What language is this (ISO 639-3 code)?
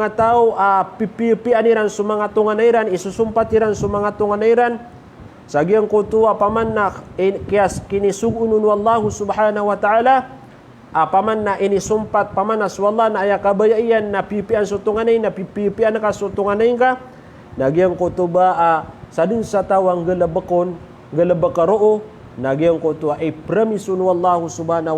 mrw